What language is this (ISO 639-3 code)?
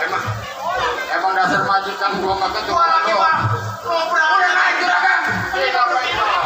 bew